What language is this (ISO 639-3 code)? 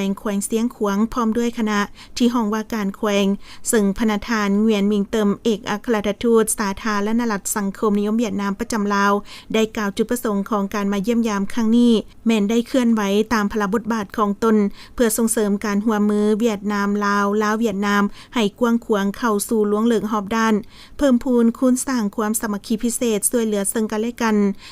lao